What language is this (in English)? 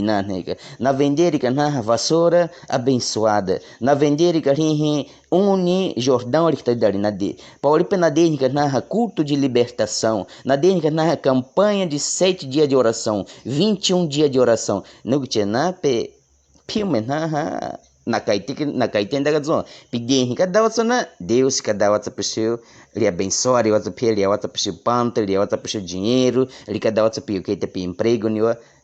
Baniwa